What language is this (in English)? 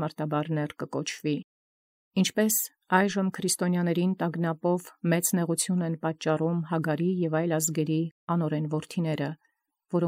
Armenian